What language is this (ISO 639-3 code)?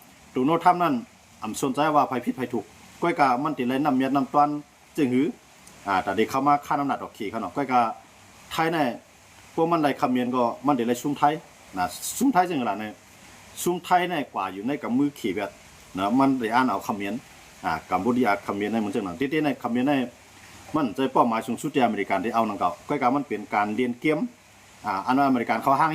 shn